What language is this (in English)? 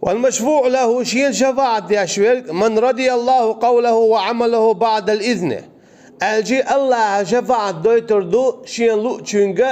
Chechen